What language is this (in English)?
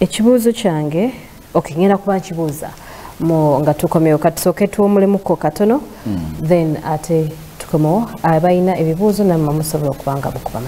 Ganda